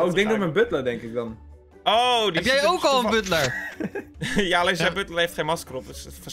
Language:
Dutch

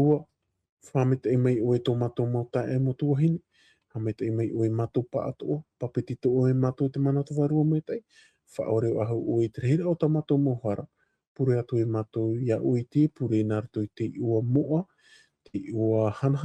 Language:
Tahitian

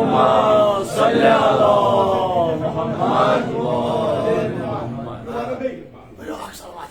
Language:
Kashmiri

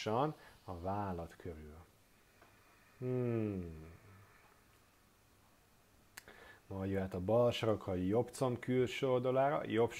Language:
Hungarian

